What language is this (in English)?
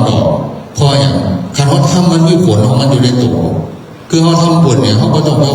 Northeastern Thai